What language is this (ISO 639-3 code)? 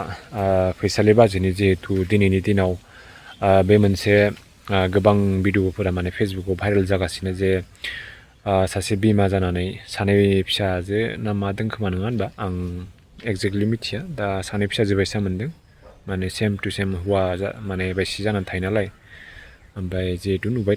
brx